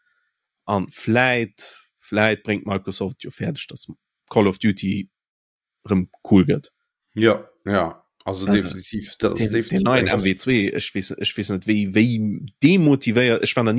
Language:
Luxembourgish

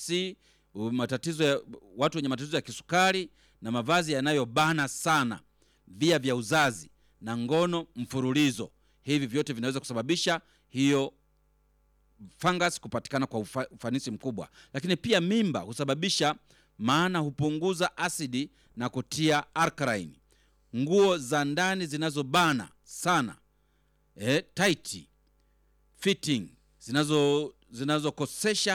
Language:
Swahili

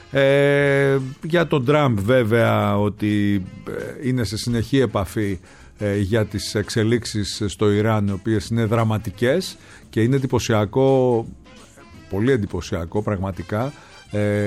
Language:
Greek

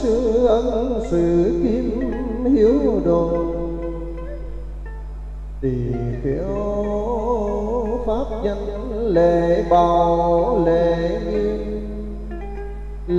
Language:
Vietnamese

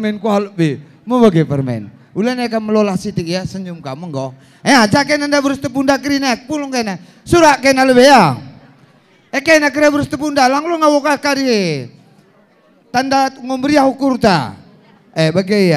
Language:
Batak Karo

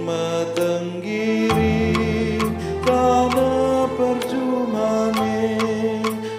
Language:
Batak Karo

